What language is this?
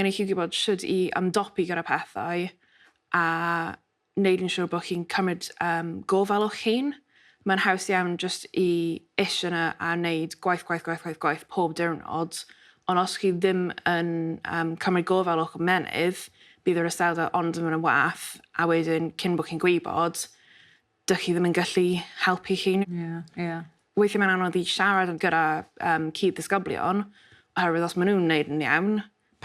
Welsh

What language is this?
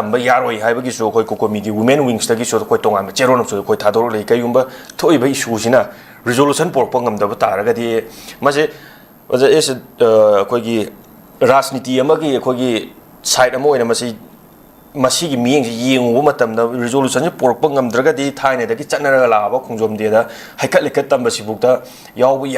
Manipuri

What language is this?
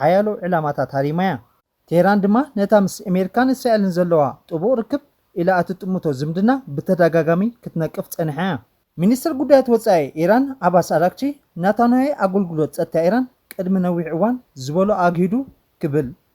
Tigrinya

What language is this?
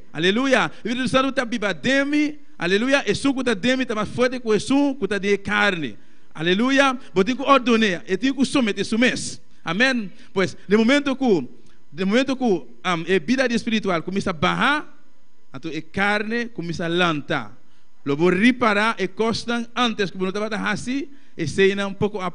Papiamento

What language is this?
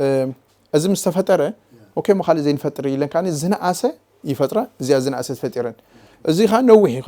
Tigrinya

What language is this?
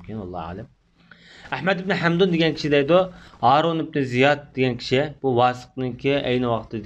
Uyghur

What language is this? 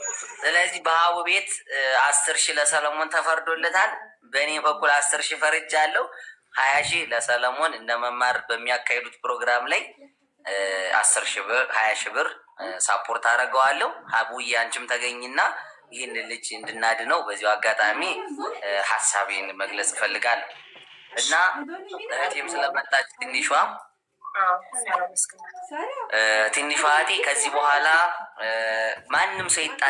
Amharic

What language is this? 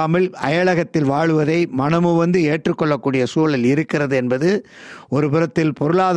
Tamil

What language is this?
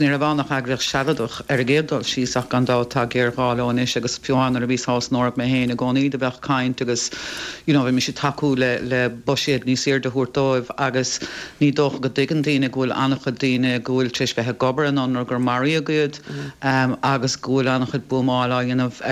Irish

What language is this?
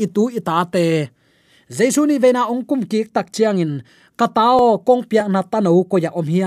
Tedim Chin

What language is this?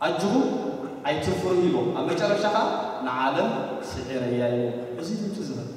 Tigrinya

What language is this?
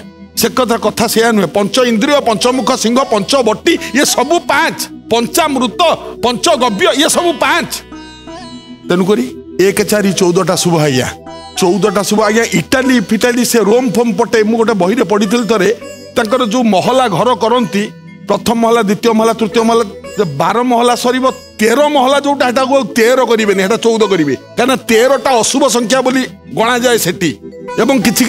Odia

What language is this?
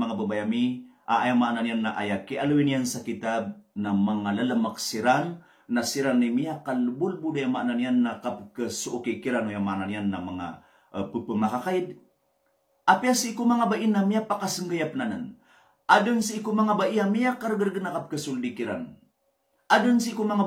Maranao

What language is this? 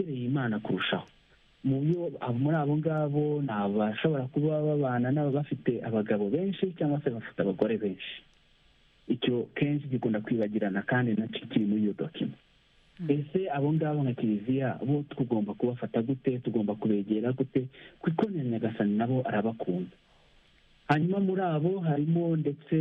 Kinyarwanda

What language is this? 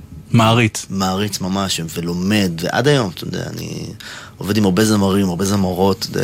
Hebrew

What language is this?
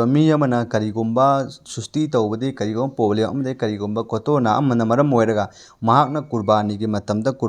Manipuri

